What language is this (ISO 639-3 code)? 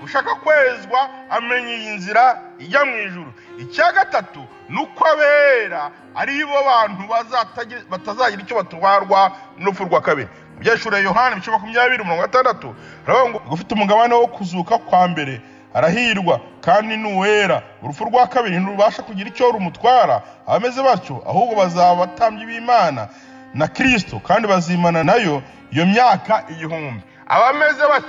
kin